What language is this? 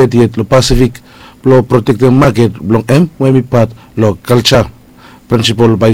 Bislama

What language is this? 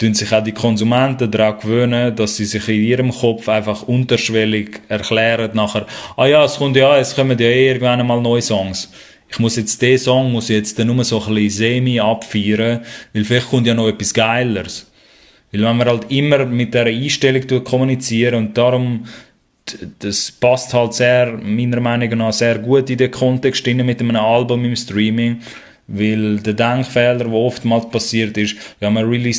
Swiss German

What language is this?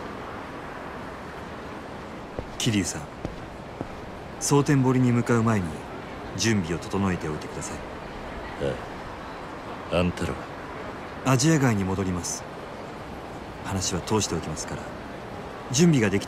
Japanese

